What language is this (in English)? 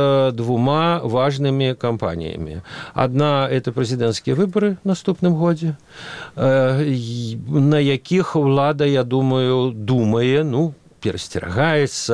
Belarusian